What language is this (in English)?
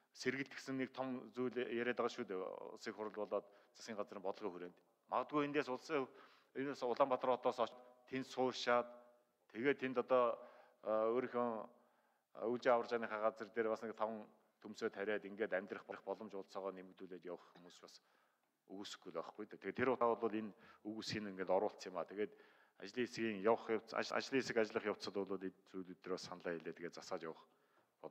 Mongolian